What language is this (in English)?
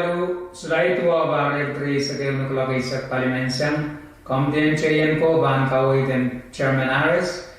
Pohnpeian